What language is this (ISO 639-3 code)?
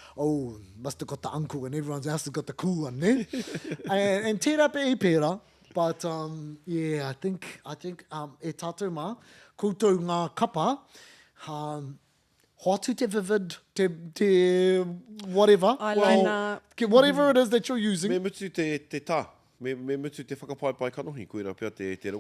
mri